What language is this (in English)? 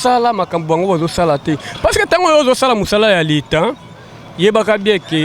Lingala